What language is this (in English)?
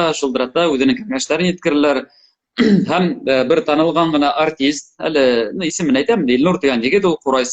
Bashkir